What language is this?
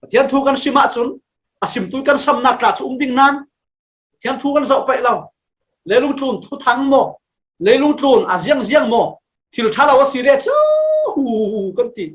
Falam Chin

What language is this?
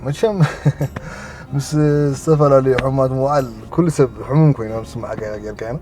Tigrinya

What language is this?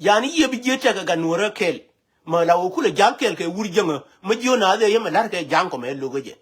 Nuer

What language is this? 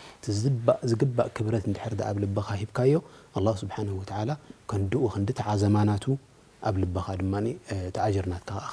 Tigrinya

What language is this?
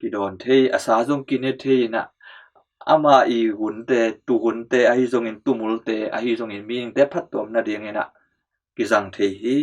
Tedim Chin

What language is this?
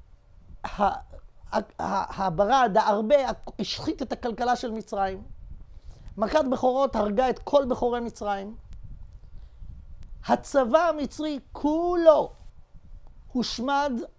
Hebrew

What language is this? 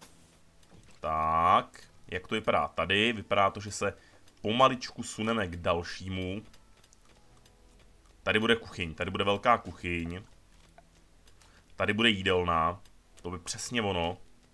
Czech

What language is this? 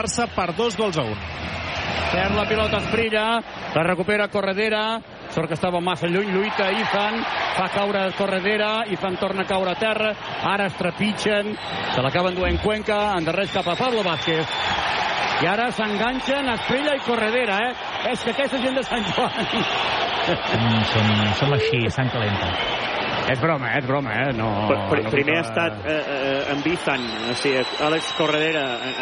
Catalan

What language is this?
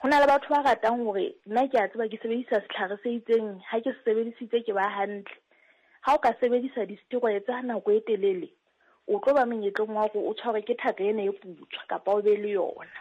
Southern Sotho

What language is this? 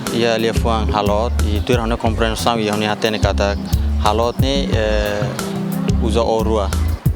Tetum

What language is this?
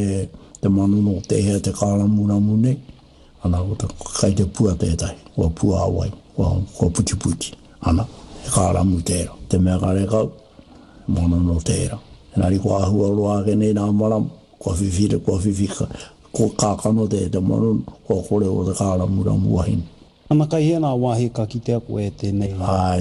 Māori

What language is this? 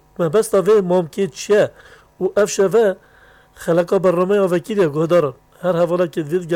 Kurdish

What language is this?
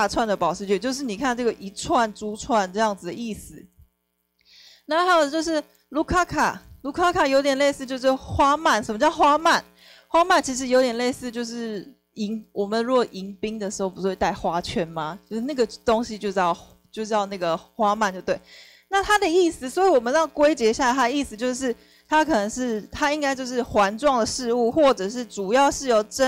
Chinese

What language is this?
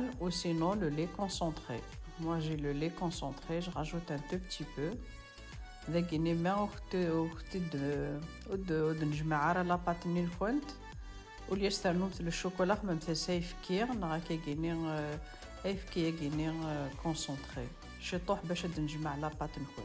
Kabyle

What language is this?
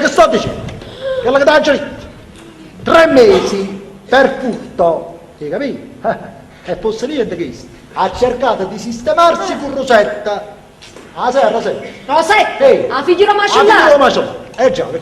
Neapolitan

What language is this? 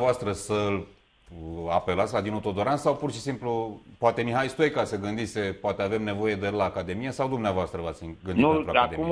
Romanian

